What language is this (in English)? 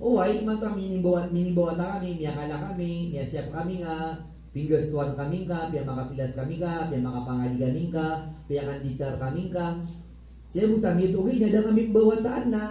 Maranao